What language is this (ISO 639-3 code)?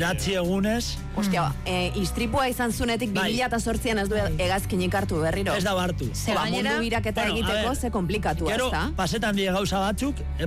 eus